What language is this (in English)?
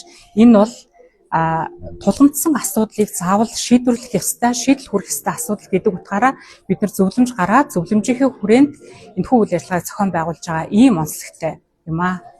Mongolian